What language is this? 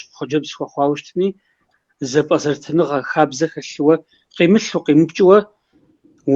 Kabardian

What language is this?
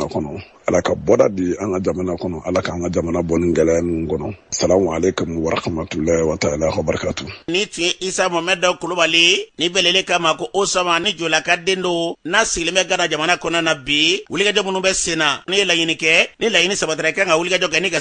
Bambara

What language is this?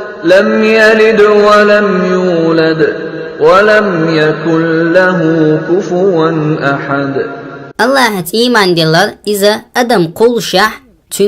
Chechen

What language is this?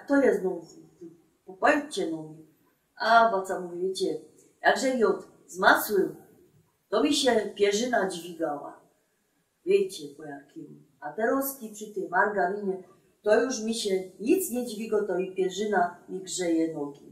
Silesian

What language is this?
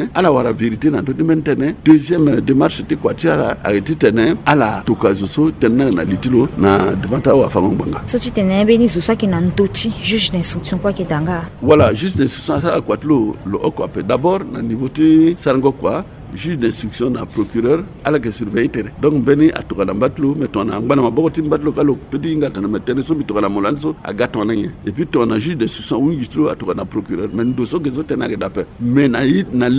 Sango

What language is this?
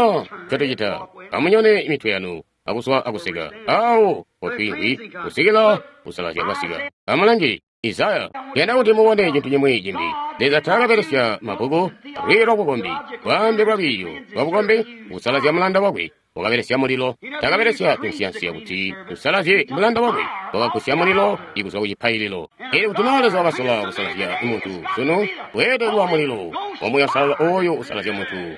Tonga (Zambia)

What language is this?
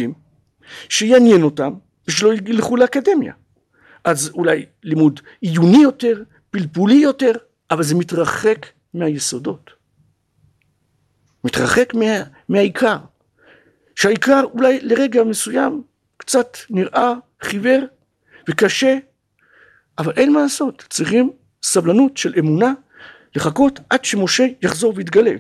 Hebrew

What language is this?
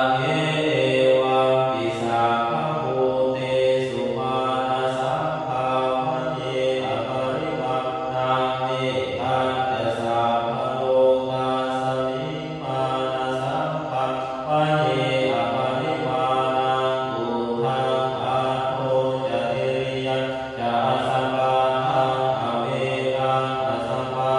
Pali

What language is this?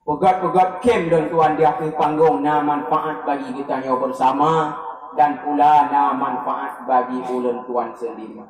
Achinese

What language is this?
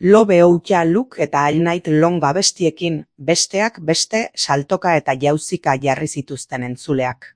Basque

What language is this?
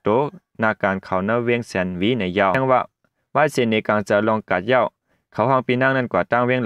Shan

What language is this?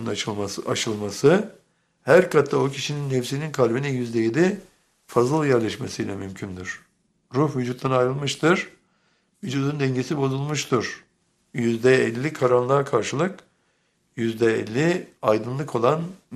Turkish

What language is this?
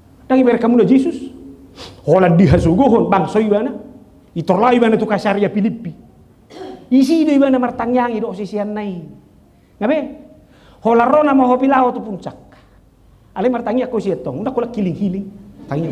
Batak Toba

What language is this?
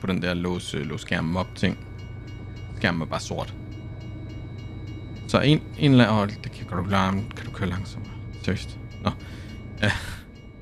Danish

